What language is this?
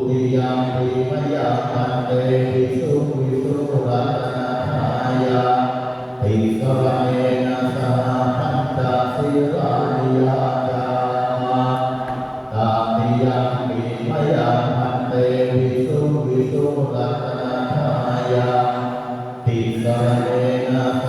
Pali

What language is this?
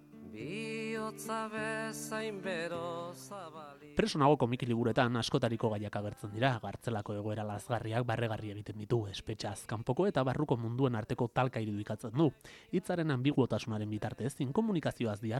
Basque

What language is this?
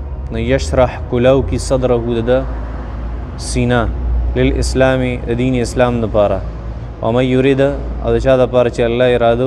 Pashto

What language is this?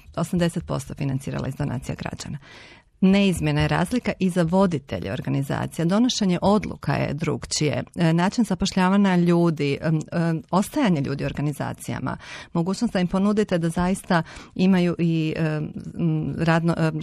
Croatian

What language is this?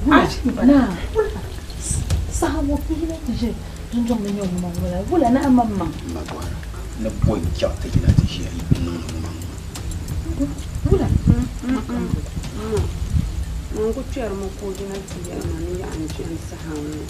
Dagbani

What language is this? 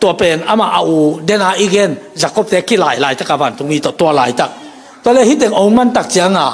Tedim Chin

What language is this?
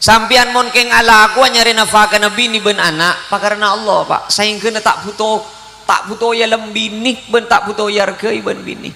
Madurese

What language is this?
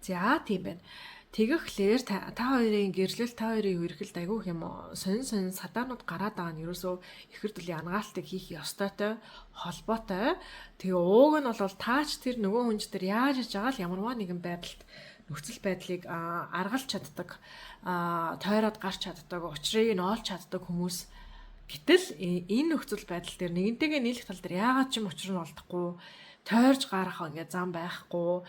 Mongolian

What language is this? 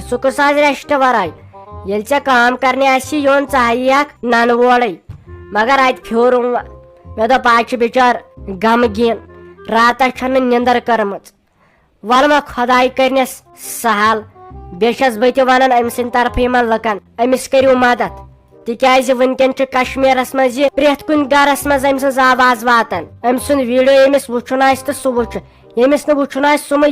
Kashmiri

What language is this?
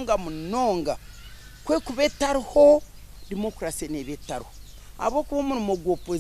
Nyankole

